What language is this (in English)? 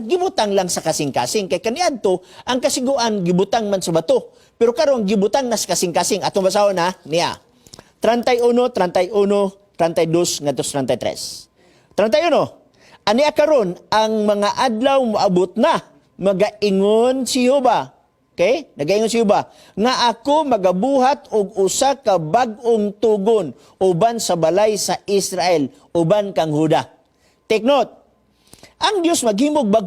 Cebuano